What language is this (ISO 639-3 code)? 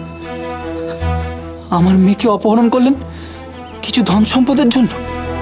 ben